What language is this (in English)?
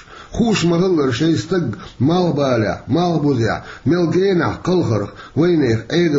Chechen